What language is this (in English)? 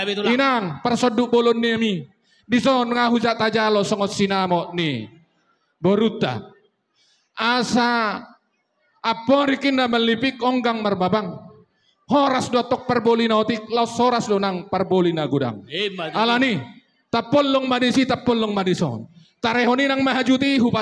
Batak Toba